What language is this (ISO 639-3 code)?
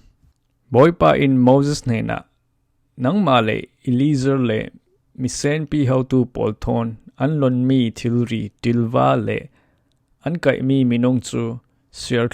cfm